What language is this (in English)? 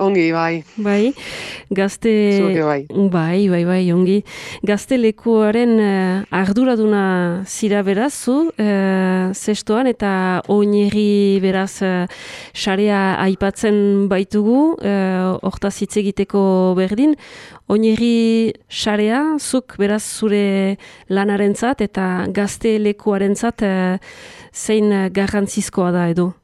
Basque